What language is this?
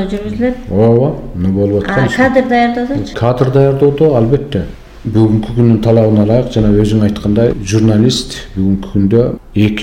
Kyrgyz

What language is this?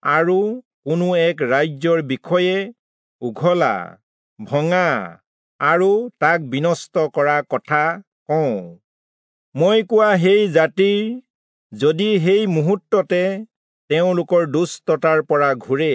Assamese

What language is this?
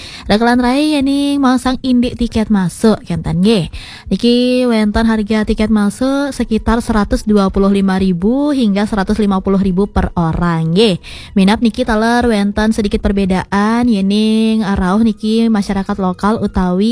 Balinese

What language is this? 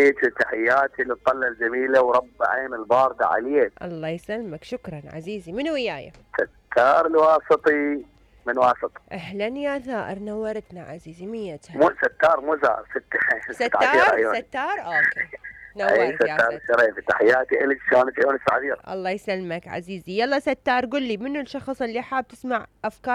Mesopotamian Arabic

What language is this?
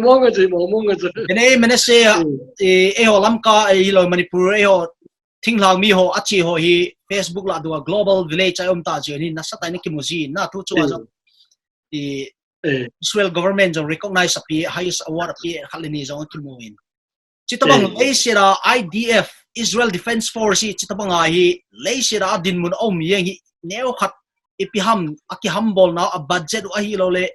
Paite Chin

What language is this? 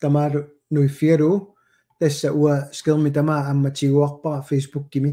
Kalaallisut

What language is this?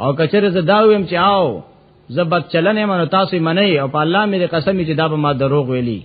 Pashto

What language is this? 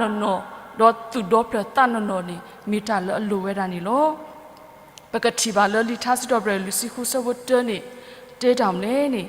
S'gaw Karen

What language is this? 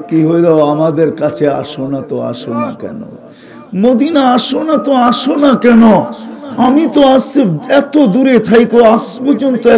Bangla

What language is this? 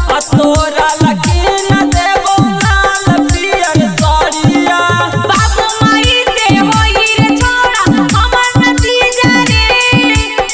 Magahi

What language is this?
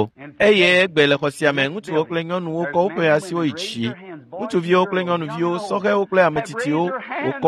Ewe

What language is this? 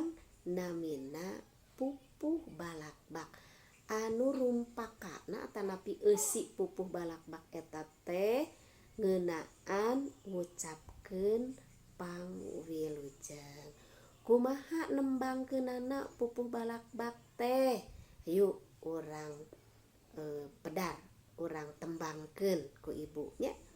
Sundanese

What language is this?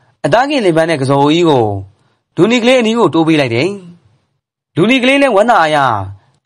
Burmese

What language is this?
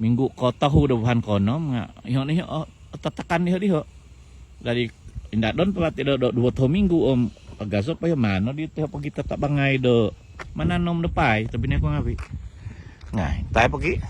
Central Dusun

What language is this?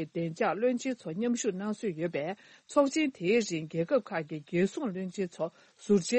Tibetan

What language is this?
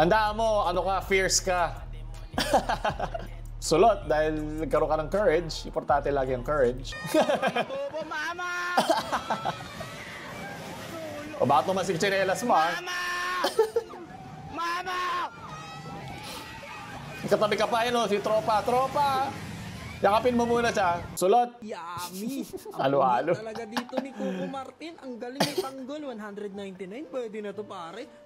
Filipino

